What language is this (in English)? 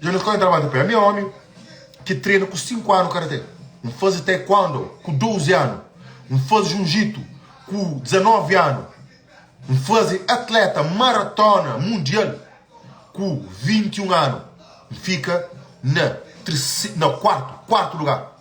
Kabuverdianu